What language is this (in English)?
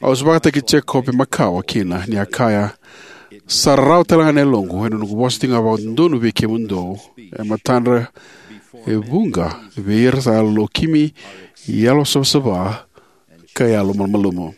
Fijian